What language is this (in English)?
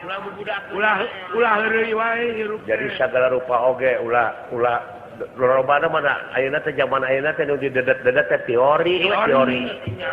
Sundanese